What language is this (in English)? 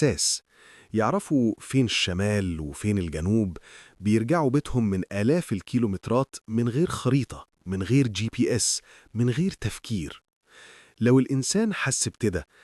Egyptian Arabic